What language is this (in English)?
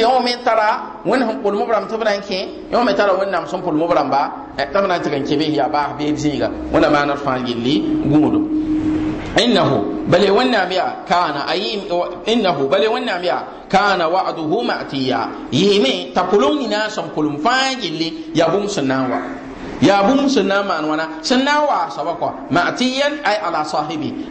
Mossi